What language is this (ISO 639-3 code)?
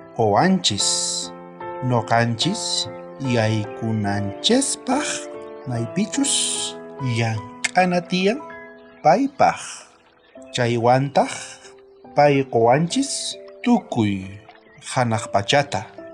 quh